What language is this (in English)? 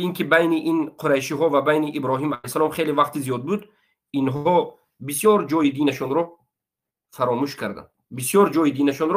Tajik